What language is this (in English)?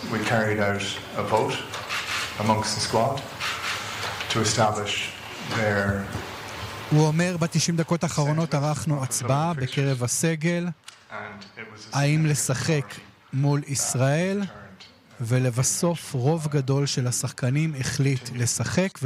Hebrew